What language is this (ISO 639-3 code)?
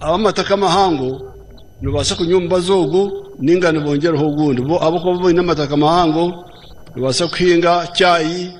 nyn